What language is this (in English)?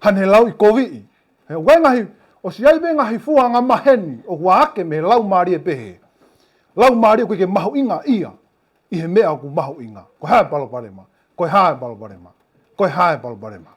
Tongan